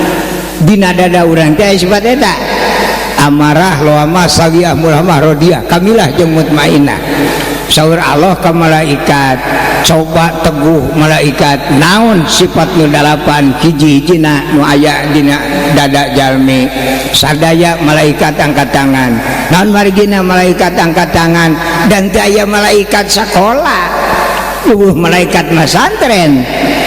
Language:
Sundanese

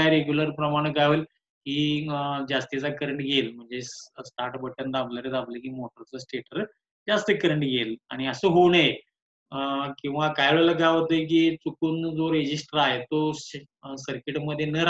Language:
Marathi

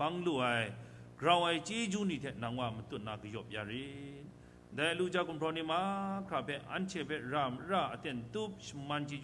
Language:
Kachin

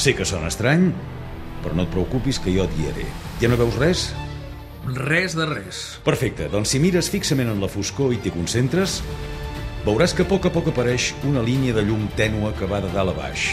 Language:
Catalan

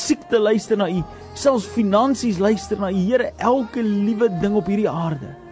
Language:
Afrikaans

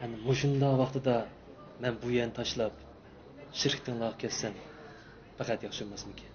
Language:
Uyghur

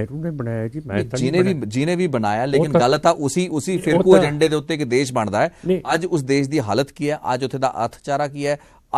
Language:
Punjabi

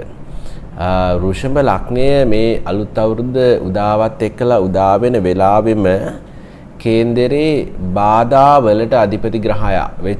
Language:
Sinhala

